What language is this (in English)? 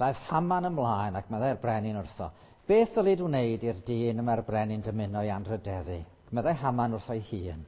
Welsh